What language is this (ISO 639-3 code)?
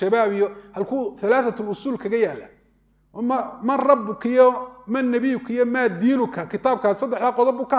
som